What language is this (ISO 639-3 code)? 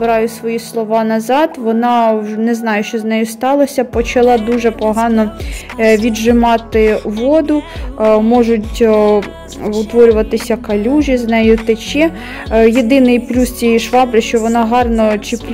ukr